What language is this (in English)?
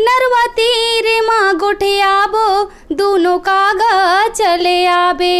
Chhattisgarhi